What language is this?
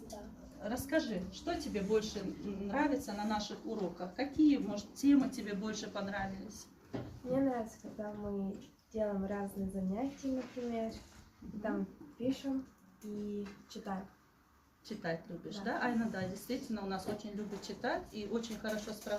Chechen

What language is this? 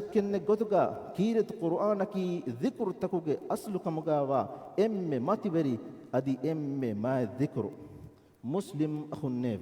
Divehi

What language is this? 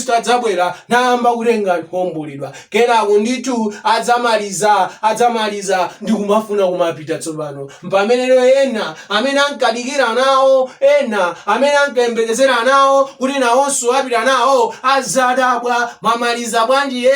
Nyanja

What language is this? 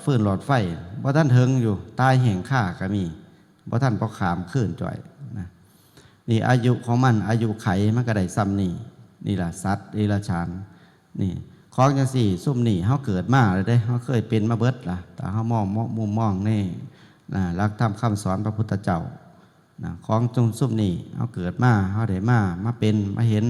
Northeastern Thai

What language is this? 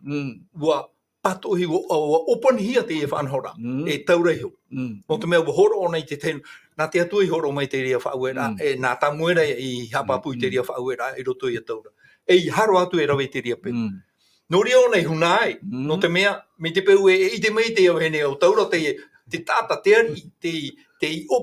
Tahitian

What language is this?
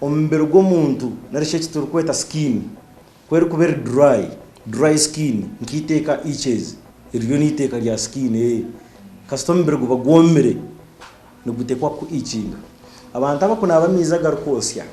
Nyankole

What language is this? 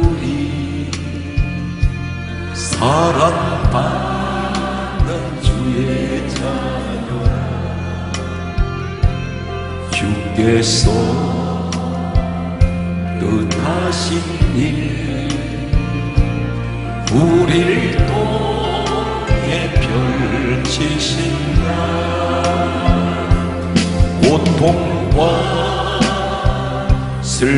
Korean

